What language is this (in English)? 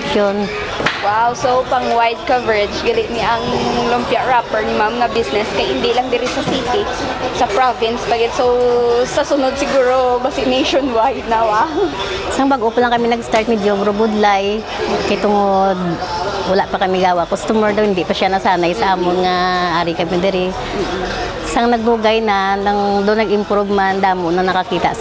Hiligaynon